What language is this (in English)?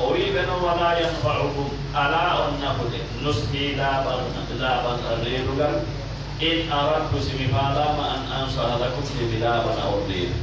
Fula